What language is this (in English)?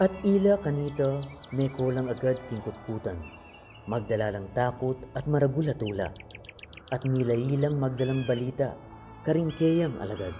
Pampanga